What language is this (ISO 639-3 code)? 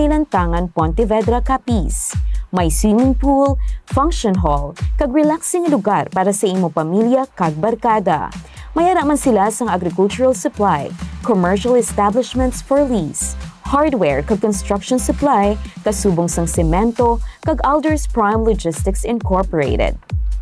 hil